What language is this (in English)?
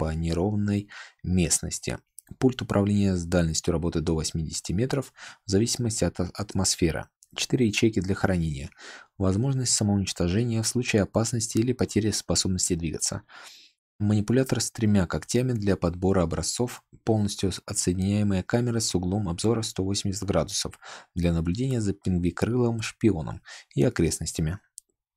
Russian